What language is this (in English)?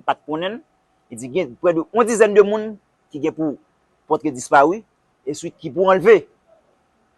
Haitian Creole